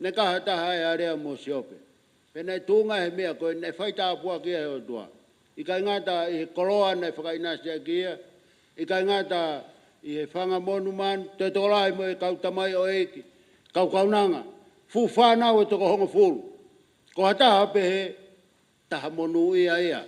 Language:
Tongan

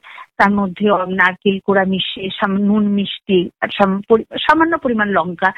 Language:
Bangla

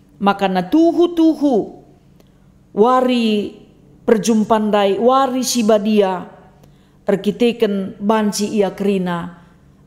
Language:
Batak Karo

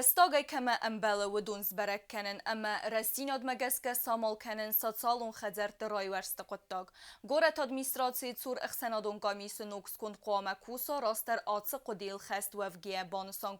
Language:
Ossetic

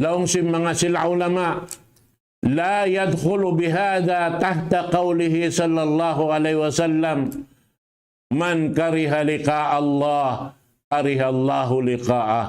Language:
Tausug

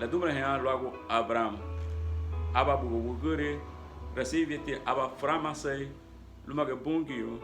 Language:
Garifuna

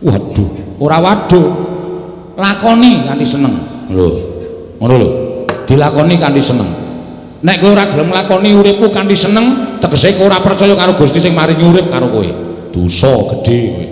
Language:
Javanese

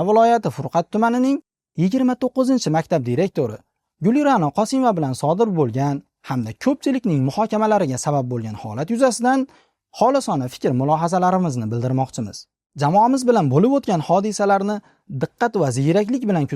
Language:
Uzbek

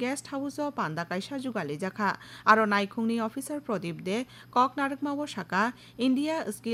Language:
Kok Borok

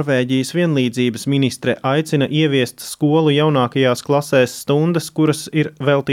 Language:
Latvian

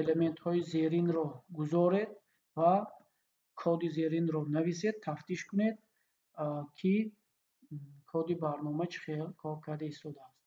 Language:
Tajik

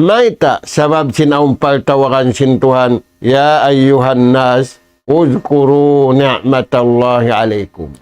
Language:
Tausug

